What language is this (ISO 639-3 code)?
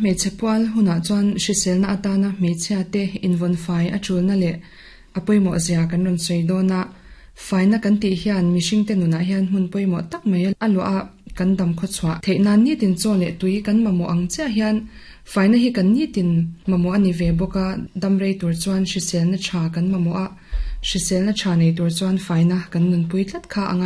lus